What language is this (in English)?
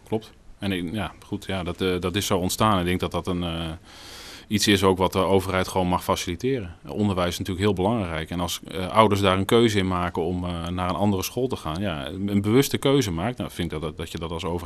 Dutch